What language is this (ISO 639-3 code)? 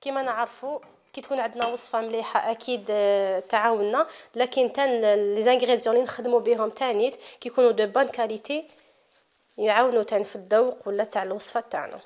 arq